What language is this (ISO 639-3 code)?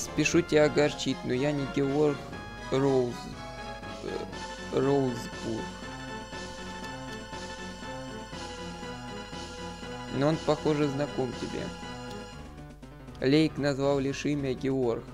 rus